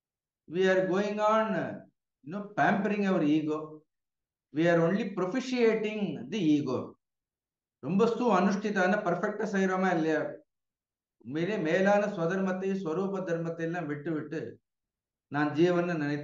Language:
Tamil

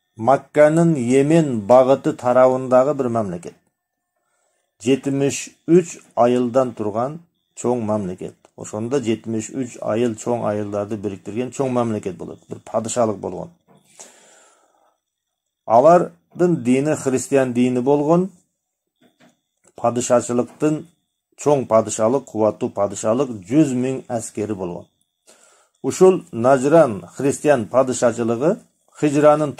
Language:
Kyrgyz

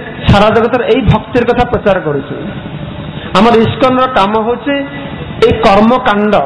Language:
Odia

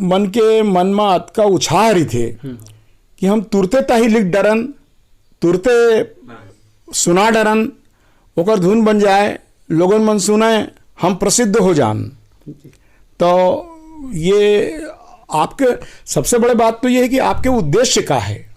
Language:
Chhattisgarhi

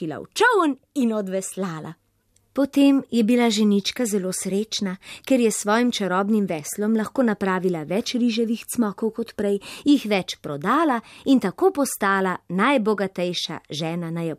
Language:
Slovenian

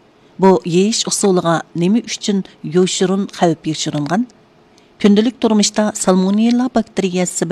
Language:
Uyghur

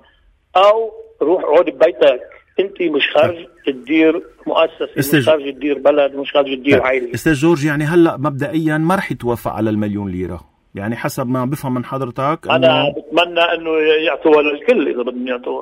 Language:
North Levantine Arabic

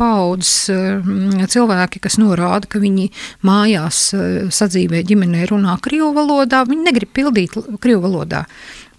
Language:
Latvian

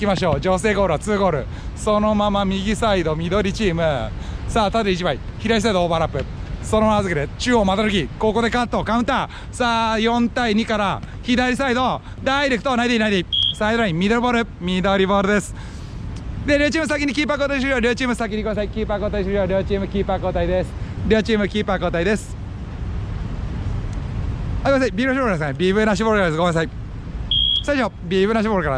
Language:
Japanese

